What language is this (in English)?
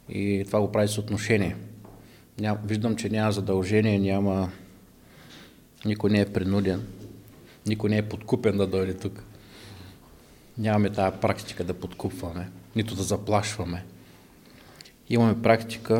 Bulgarian